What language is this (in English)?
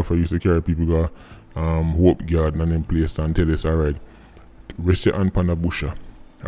Jamaican Creole English